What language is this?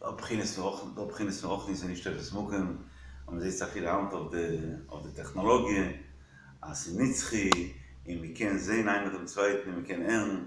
Yiddish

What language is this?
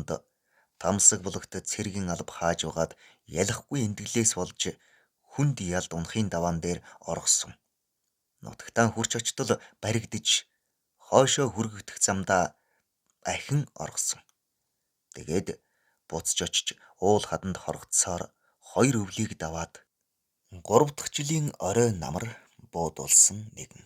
Mongolian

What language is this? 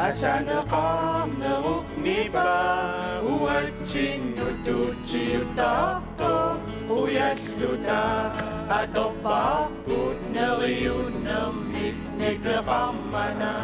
Kalaallisut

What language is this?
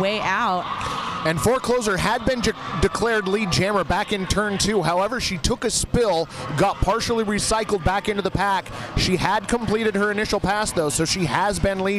English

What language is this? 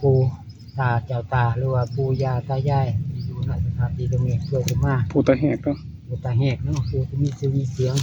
Northeastern Thai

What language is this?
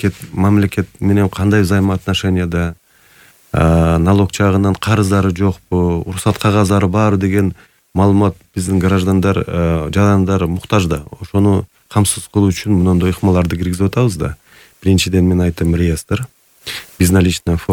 Kyrgyz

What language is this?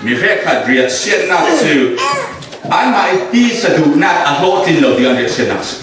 Falam Chin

